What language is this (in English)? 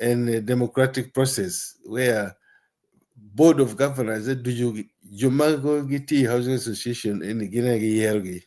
Acoli